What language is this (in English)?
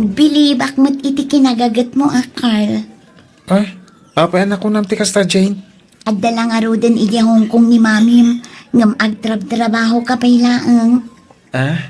Iloko